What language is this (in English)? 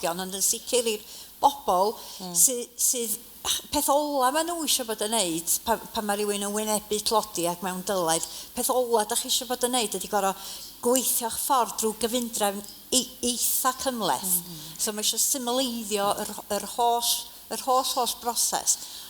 Welsh